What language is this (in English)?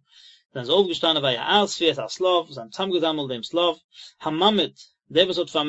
Yiddish